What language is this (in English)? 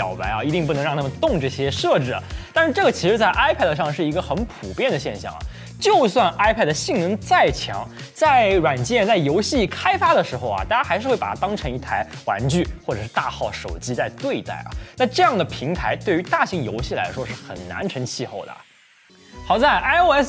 Chinese